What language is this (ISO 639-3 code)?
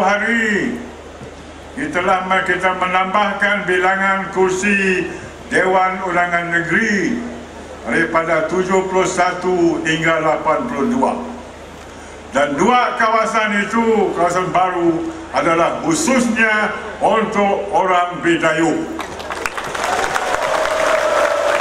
msa